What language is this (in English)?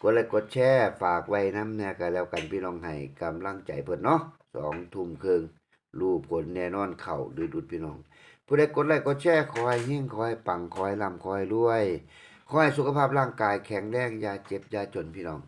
Northeastern Thai